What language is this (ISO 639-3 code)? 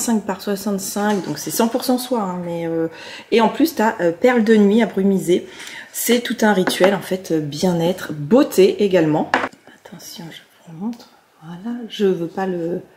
fra